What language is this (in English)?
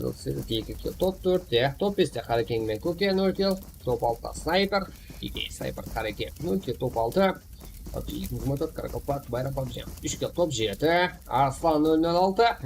Kara-Kalpak